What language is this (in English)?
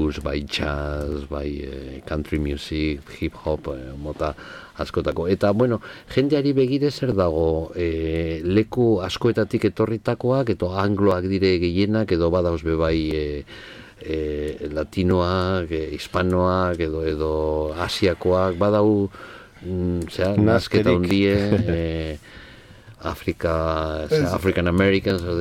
Basque